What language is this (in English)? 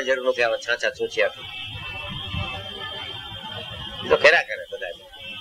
Gujarati